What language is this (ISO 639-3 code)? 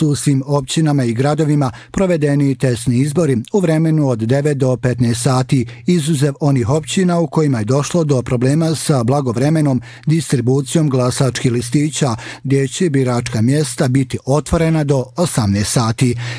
bos